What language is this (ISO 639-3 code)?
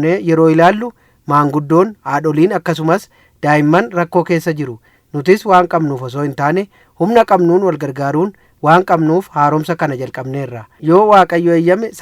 orm